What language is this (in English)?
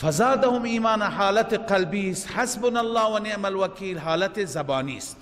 Persian